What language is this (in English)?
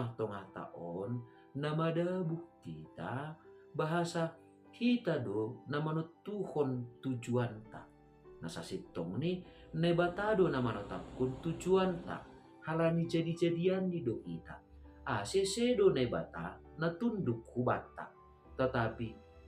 Batak Simalungun